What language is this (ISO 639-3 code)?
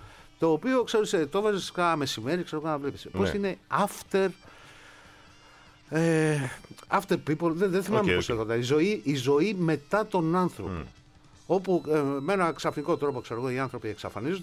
ell